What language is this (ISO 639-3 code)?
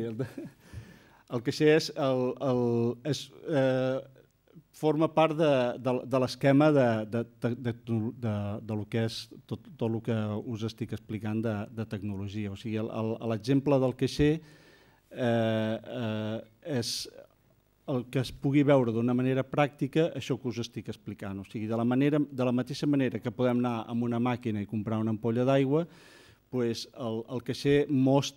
cat